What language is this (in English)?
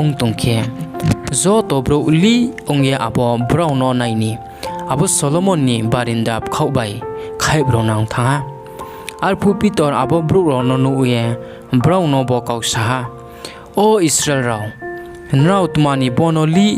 Riang (India)